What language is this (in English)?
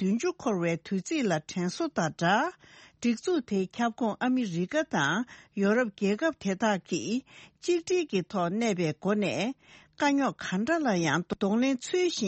Tibetan